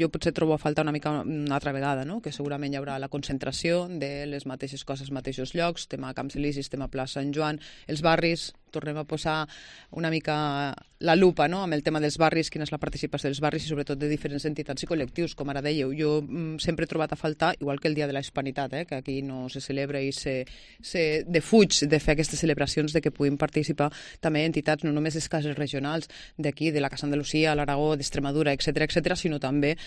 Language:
Catalan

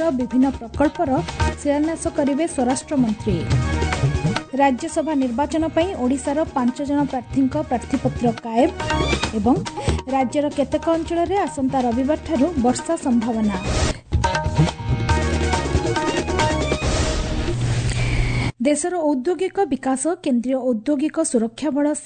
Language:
Odia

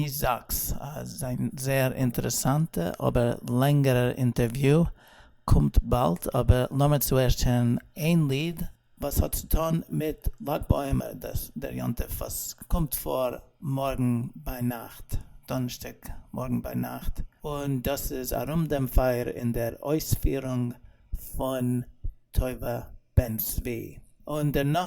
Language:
Yiddish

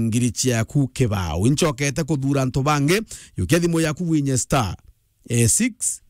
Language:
Meru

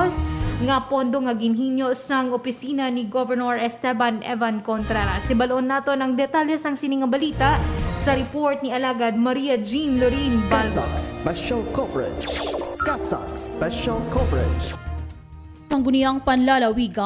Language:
Hiligaynon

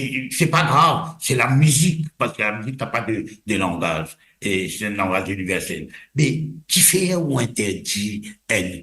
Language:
Morisyen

